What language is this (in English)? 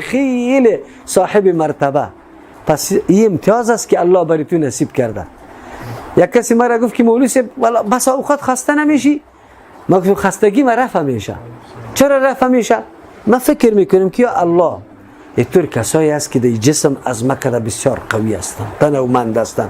Persian